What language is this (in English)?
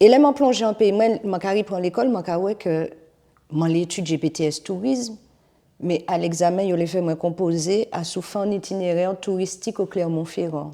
Guadeloupean Creole French